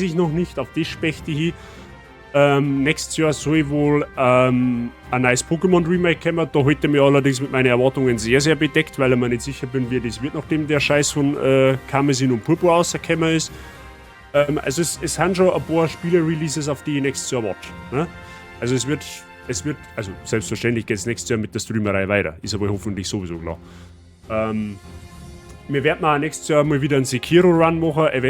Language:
Bavarian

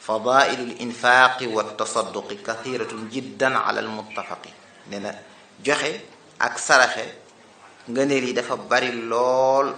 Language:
Wolof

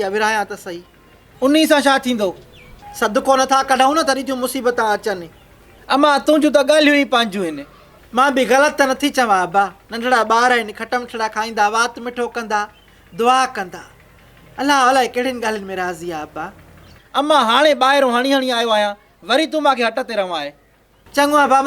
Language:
Sindhi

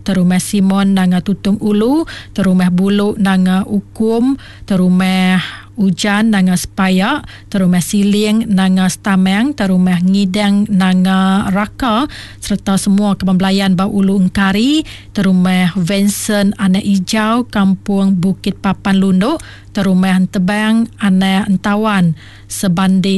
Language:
Iban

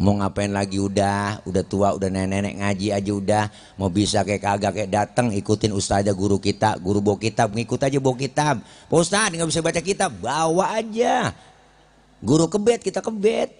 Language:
Betawi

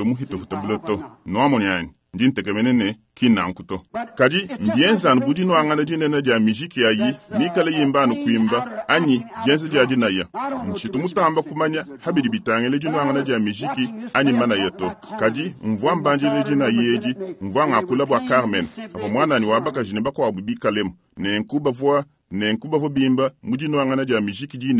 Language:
Luba-Lulua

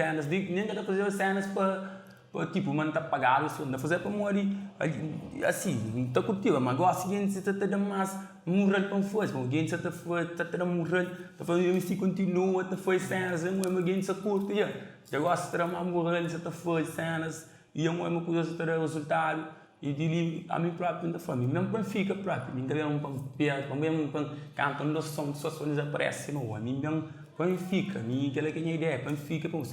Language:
Kabuverdianu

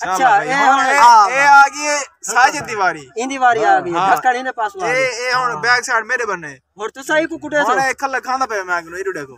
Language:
Saraiki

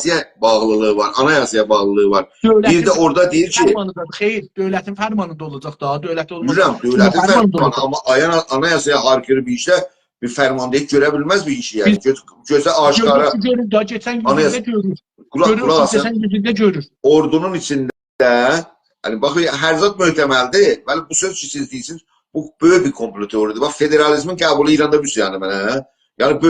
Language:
South Azerbaijani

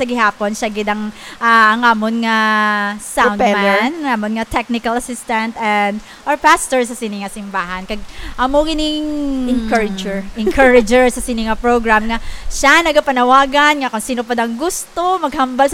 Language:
Hiligaynon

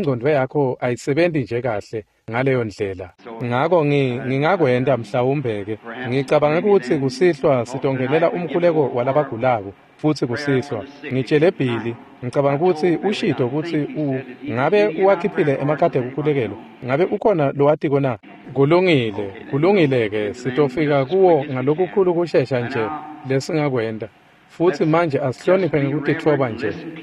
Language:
Swati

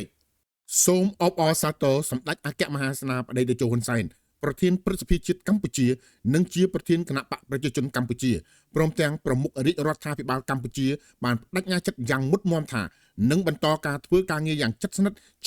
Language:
Khmer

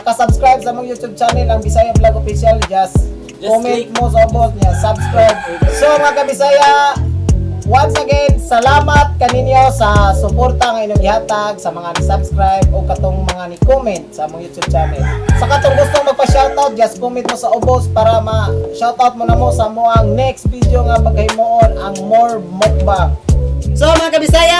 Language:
Cebuano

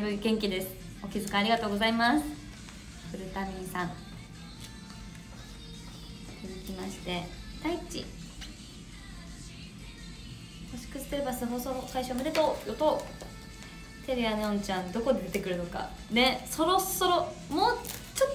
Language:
Japanese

